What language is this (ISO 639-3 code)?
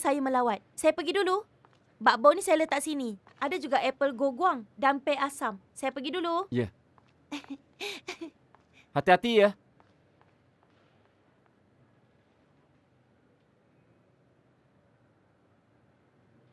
msa